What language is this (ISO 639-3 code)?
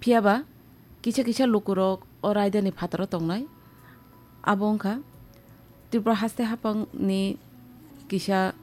trp